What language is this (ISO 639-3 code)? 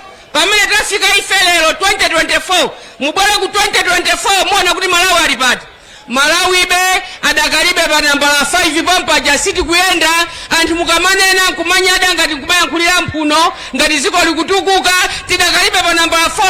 nya